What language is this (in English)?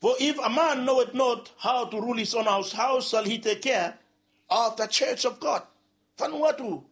Bislama